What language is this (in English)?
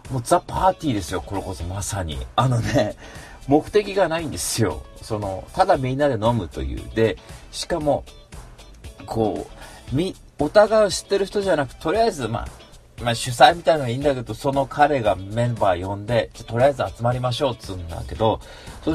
Japanese